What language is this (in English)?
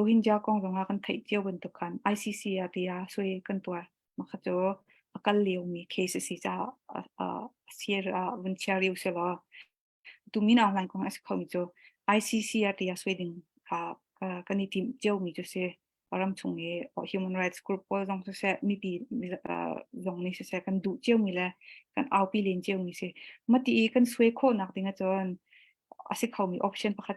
Hakha Chin